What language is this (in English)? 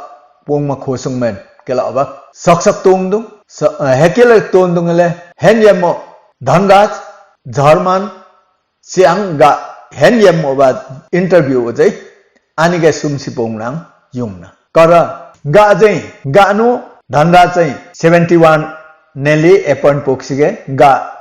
Limbu